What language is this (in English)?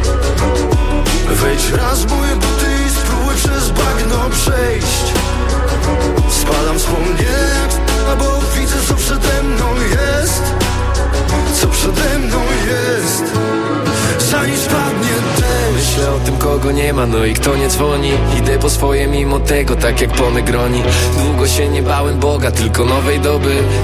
Polish